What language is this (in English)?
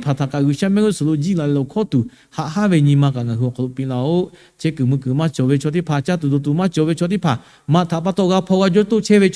Lahu